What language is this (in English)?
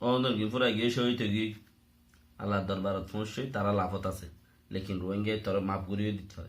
Rohingya